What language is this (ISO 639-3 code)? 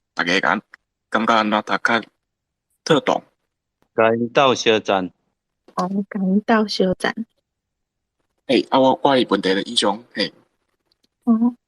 nan